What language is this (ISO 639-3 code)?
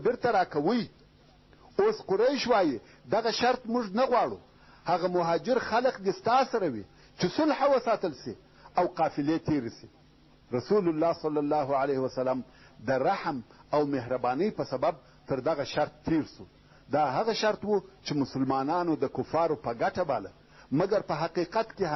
pus